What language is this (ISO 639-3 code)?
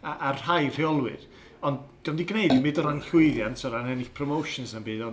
cym